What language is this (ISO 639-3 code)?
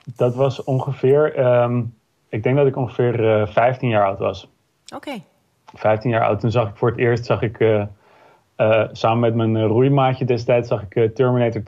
nld